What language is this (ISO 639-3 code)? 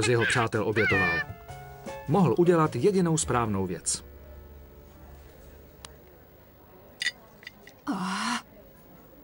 ces